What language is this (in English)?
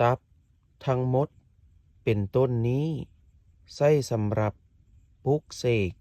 Lao